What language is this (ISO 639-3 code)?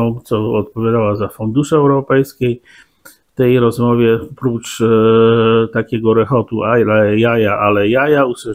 pol